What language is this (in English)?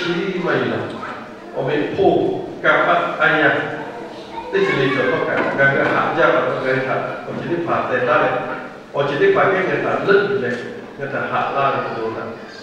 Lahu